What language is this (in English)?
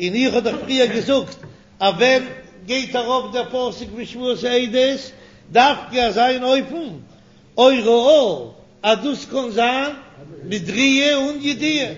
Yiddish